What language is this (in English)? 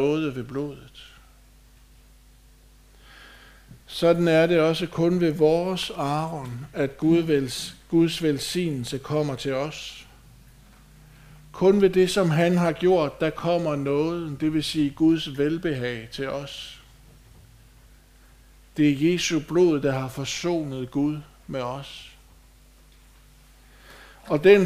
Danish